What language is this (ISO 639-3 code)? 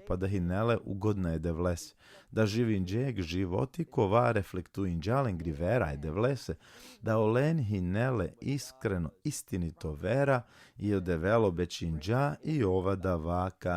rmn